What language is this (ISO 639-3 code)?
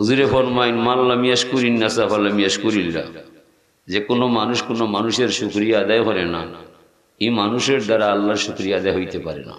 syl